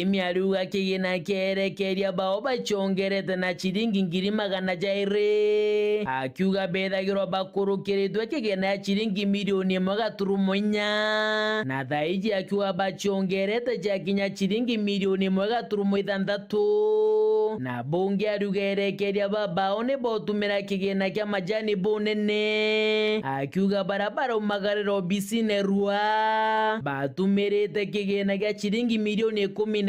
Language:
Meru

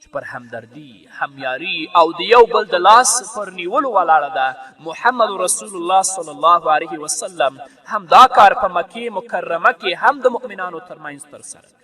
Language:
Pashto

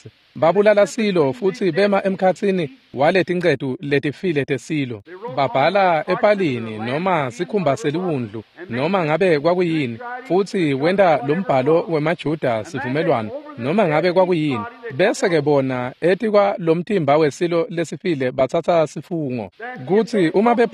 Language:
Swati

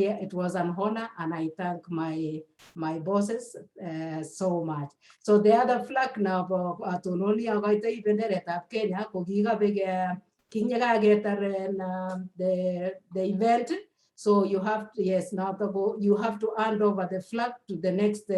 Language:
Kalenjin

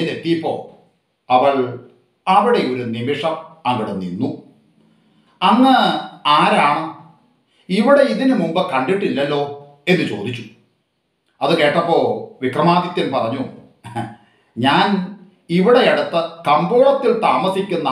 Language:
Malayalam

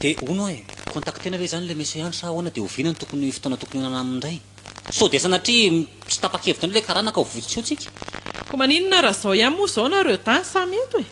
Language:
Malagasy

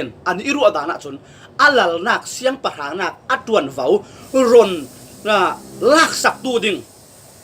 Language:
Falam Chin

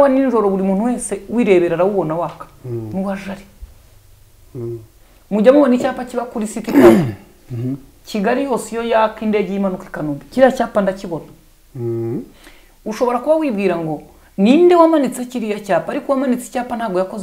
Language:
Kinyarwanda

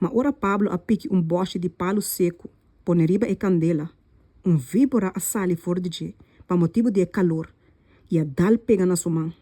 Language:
Papiamento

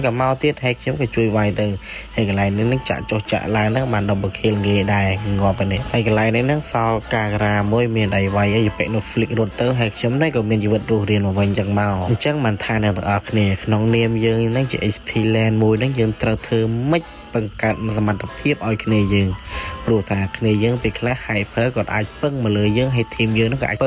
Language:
Khmer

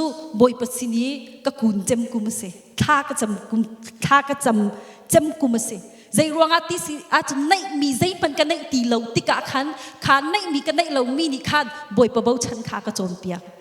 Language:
Hakha Chin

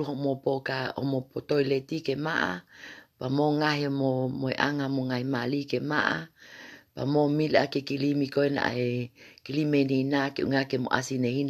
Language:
Tongan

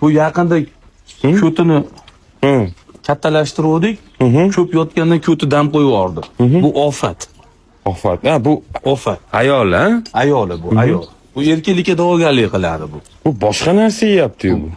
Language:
Uzbek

